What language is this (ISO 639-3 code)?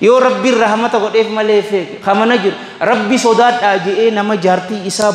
orm